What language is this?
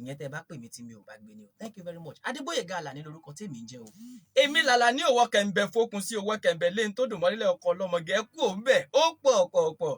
Yoruba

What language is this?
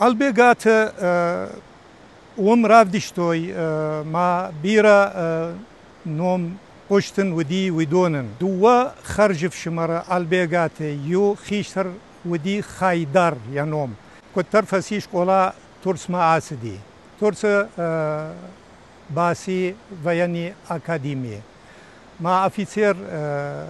Ossetic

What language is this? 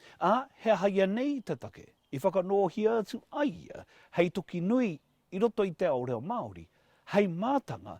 Māori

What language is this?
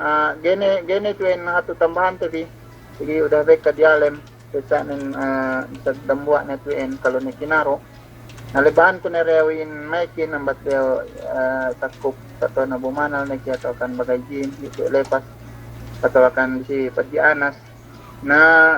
Yakan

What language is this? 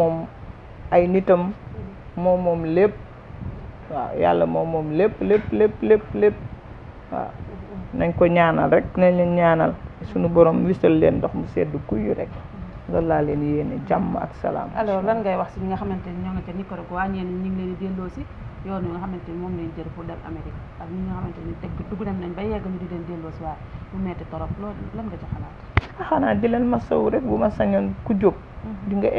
Wolof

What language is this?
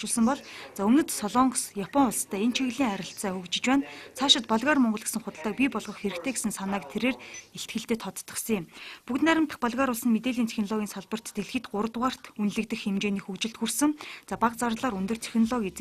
Mongolian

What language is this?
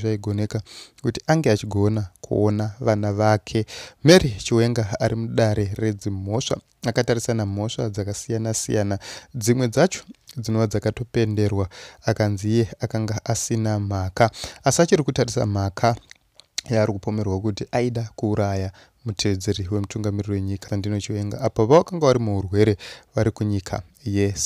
Shona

